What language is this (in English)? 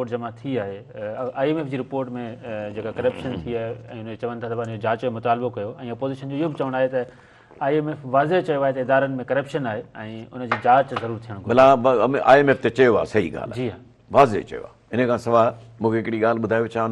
Sindhi